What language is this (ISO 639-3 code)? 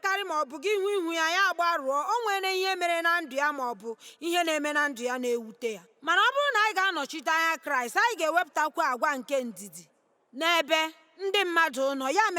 ibo